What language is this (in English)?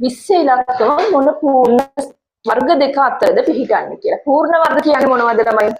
Sinhala